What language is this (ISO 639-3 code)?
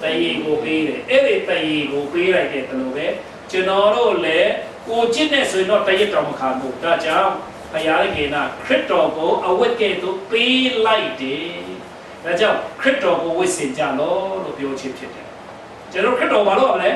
cfm